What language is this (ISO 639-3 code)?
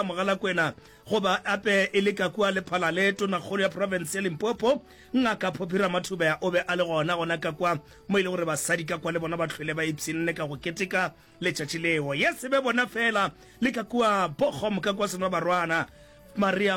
nso